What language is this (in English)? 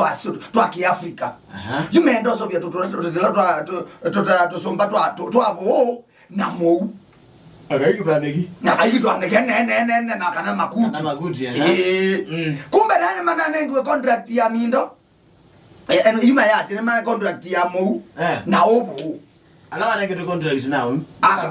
Kamba